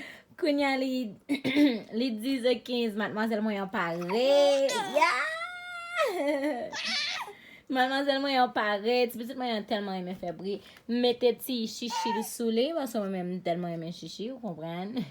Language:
Haitian Creole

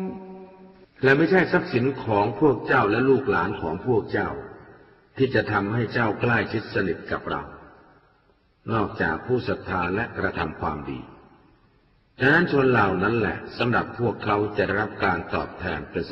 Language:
Thai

